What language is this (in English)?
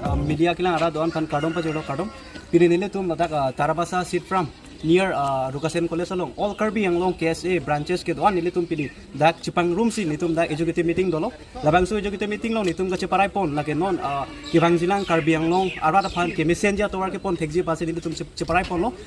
Karbi